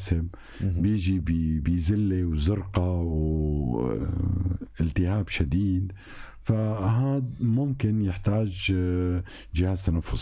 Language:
North Levantine Arabic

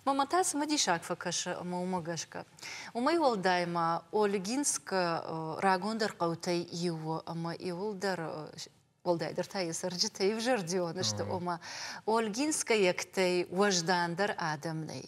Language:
Ossetic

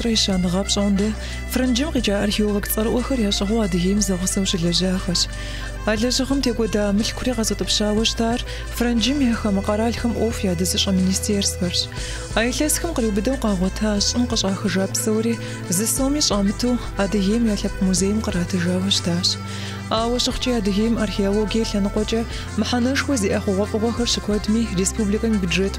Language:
Kabardian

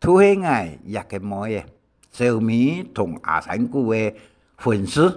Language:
Hakka Chinese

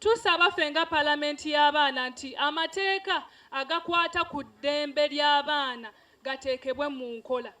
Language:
Ganda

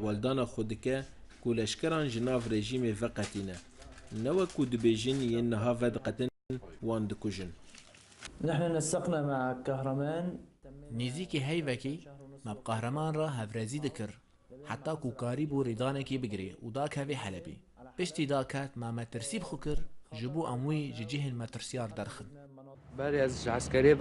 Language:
Kurdish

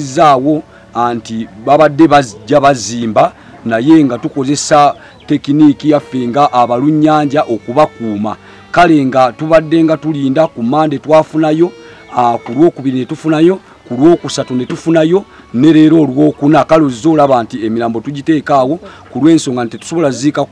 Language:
Ganda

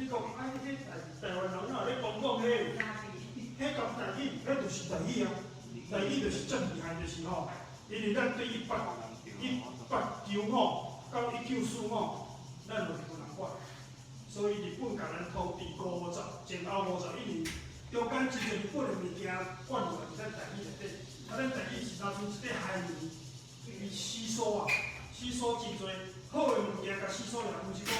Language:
Min Nan Chinese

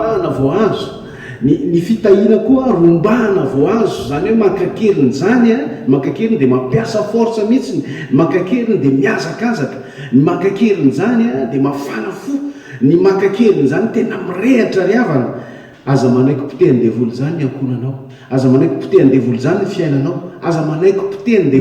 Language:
Malagasy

